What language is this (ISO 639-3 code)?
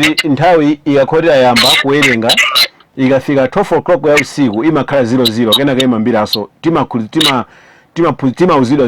nya